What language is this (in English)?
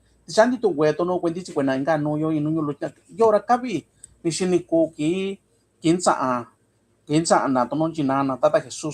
Mixtepec Mixtec